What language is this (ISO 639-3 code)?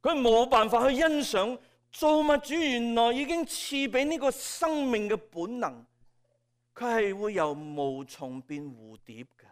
yue